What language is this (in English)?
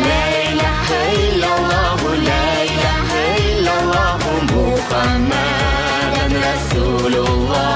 Tatar